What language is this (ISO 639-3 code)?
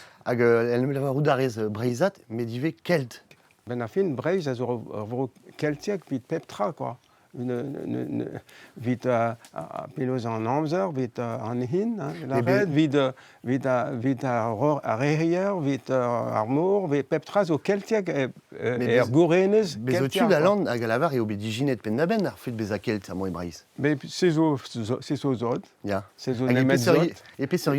bre